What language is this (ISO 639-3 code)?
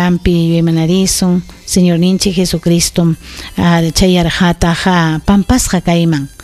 quy